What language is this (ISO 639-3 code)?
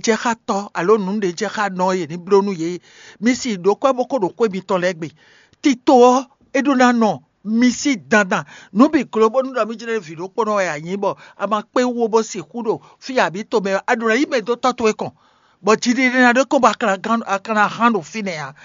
fon